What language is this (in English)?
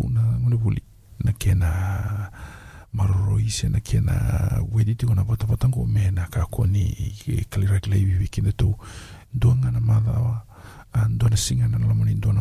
Fijian